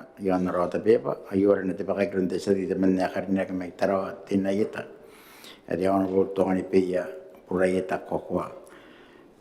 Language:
Gilbertese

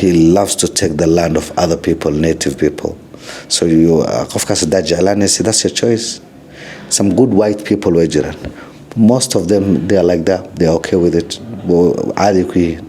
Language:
Somali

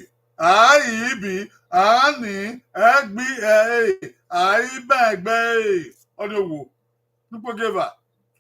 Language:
Bini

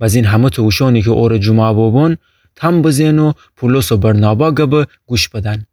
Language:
Gilaki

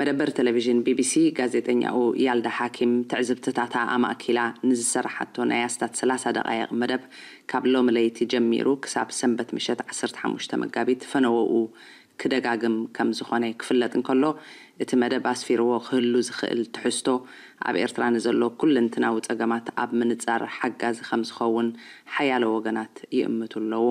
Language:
Tigrinya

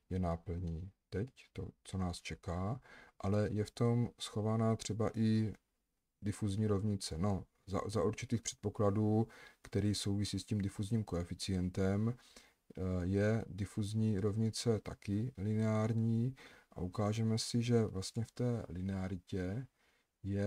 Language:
Czech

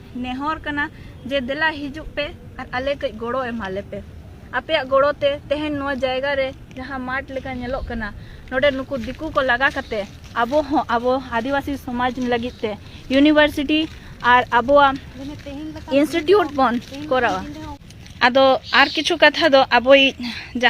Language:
Santali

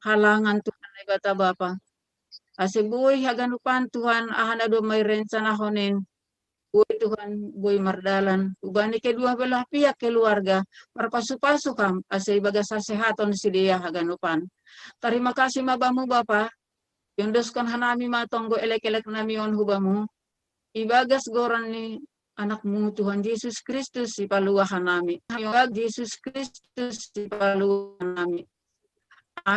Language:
Batak Simalungun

